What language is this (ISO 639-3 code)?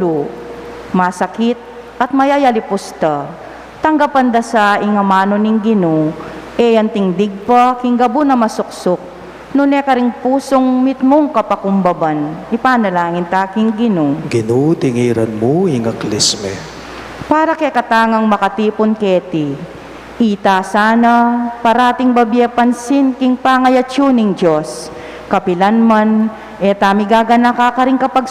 pam